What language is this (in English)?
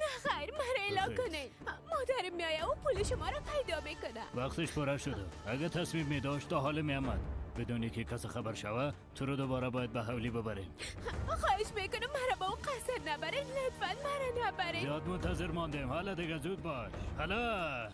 Persian